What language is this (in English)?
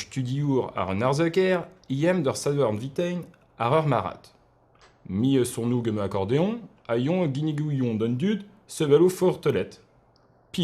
Breton